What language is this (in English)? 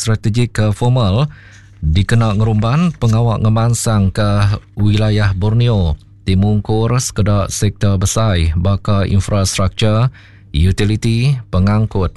Iban